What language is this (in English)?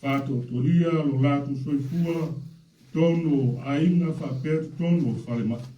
Samoan